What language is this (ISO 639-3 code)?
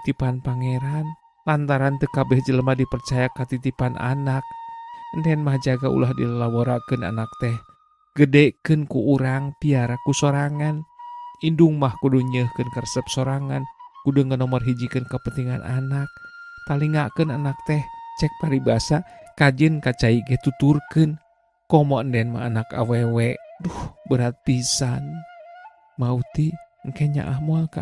sun